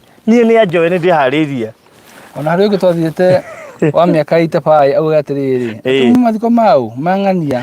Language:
Kikuyu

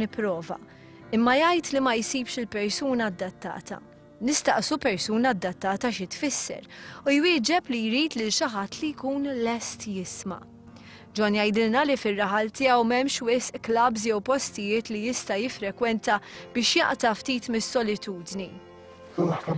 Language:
Maltese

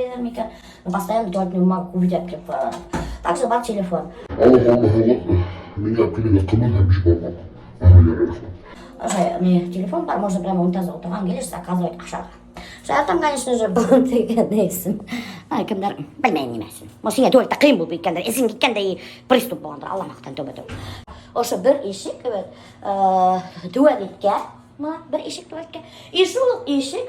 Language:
Bashkir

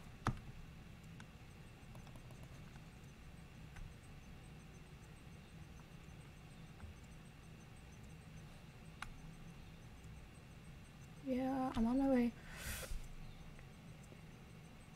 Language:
English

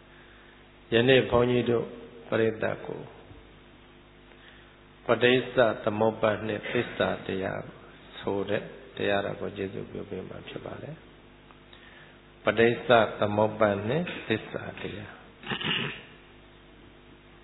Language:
Burmese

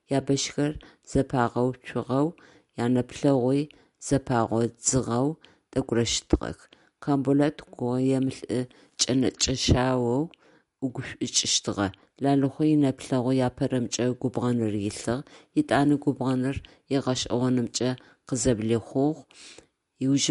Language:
Adyghe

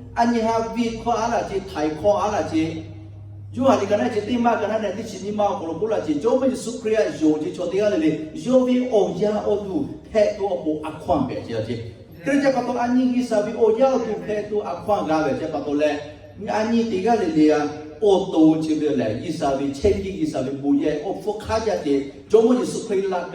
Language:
Lahu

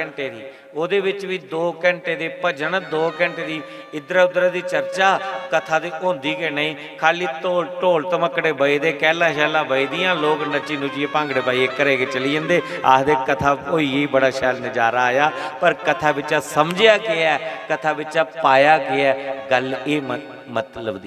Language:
Dogri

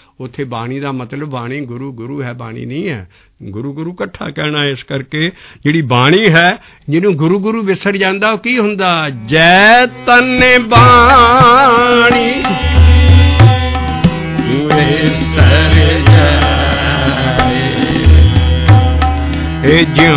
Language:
Punjabi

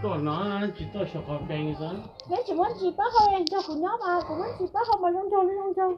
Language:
Hmong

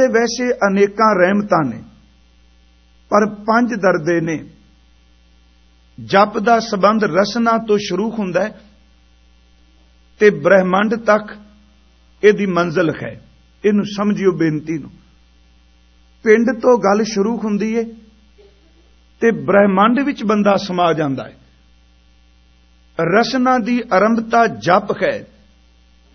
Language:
Punjabi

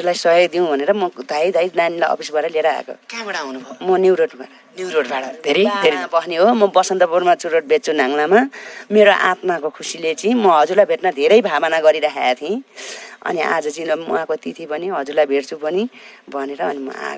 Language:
Nepali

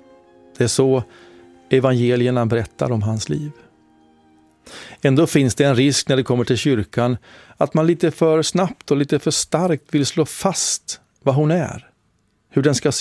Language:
Swedish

